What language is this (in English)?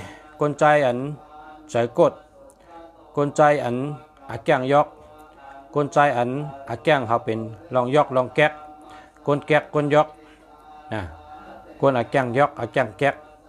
Shan